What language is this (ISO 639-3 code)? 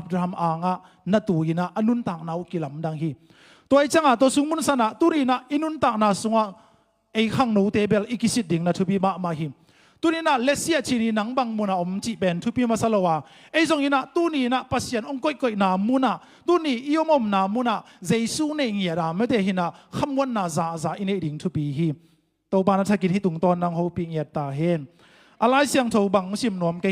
ctd